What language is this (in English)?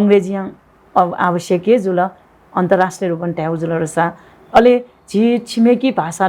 Newari